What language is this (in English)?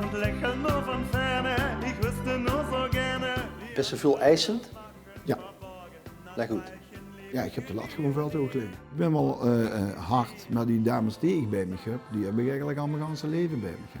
Limburgish